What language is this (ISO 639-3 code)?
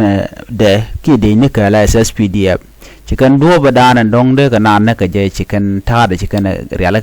nus